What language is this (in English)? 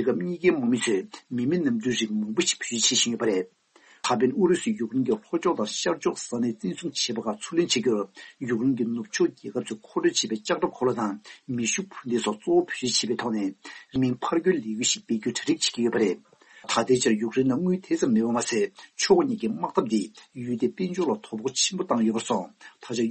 Tibetan